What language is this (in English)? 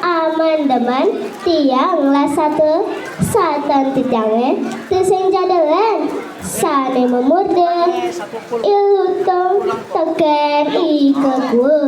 Balinese